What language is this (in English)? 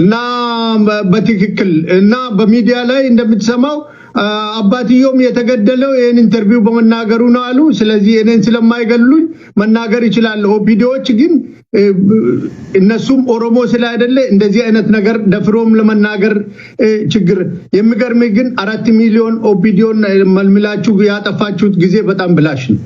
Amharic